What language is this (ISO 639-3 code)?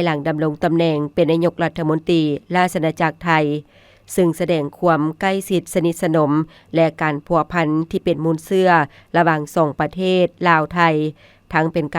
lao